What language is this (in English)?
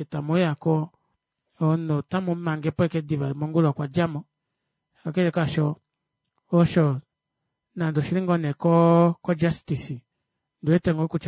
Kuanyama